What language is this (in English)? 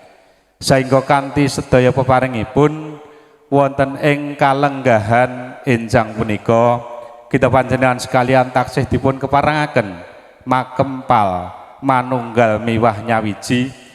Javanese